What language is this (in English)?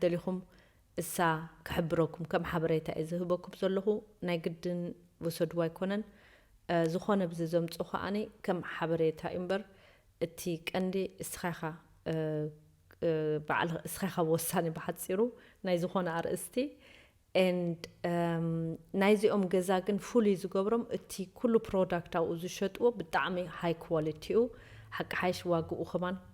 Tigrinya